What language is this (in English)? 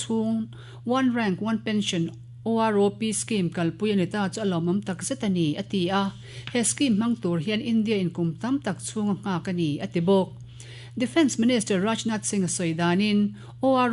Mizo